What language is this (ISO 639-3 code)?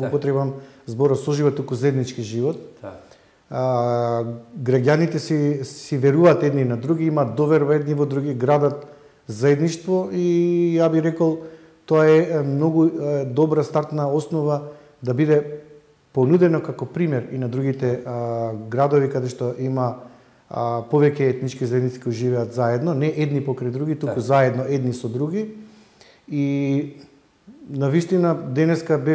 mkd